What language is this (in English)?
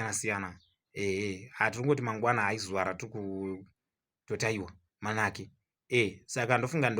Shona